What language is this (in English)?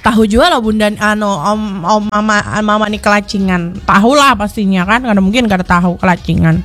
Banjar